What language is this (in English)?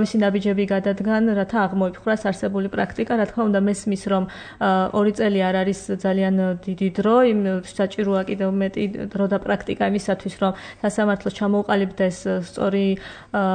Georgian